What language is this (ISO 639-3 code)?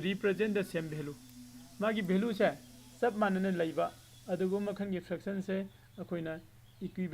mni